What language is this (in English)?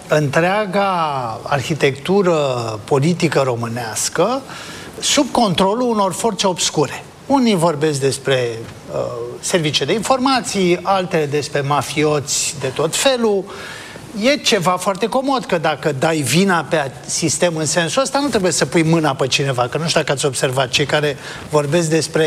Romanian